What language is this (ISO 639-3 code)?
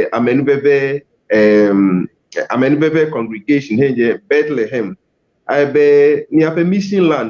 ewe